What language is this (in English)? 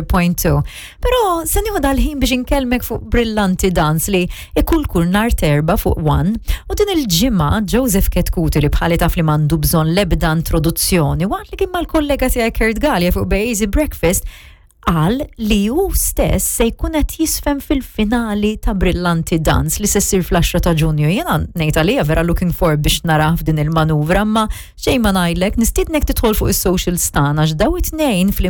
Maltese